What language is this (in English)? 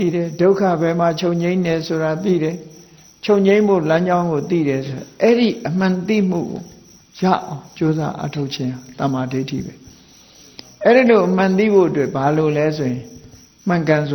Burmese